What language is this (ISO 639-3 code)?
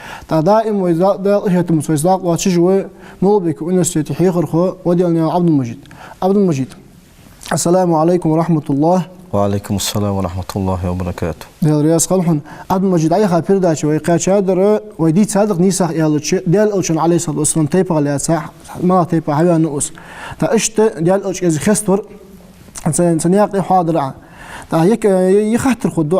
inh